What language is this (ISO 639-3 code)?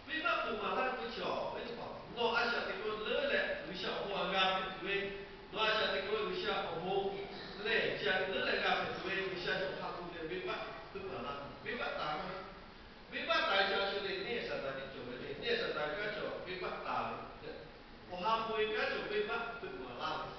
lhu